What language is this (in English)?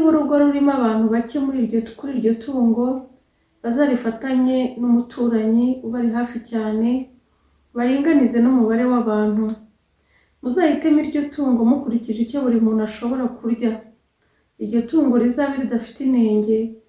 Kinyarwanda